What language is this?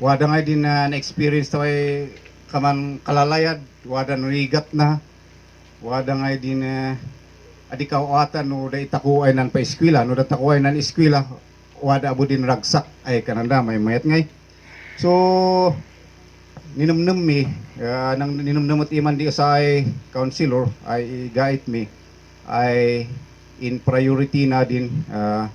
Kankanaey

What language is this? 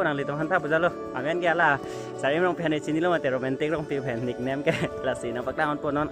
Karbi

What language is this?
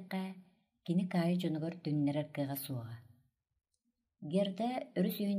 Yakut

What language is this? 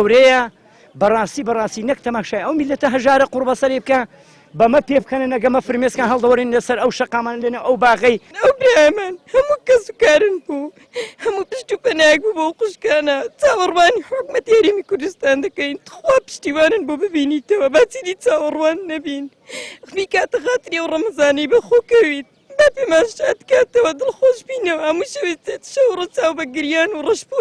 Central Kurdish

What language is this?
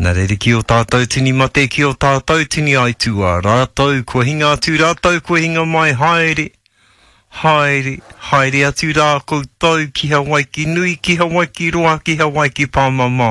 Māori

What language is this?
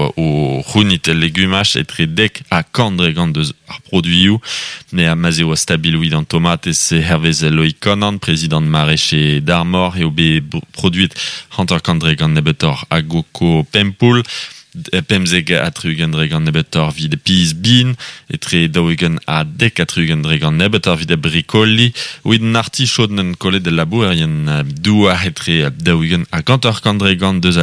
Breton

